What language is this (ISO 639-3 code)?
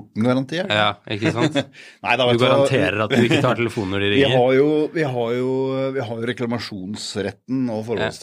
nor